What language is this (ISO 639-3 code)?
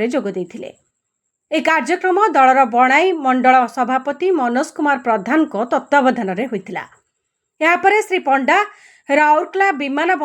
ori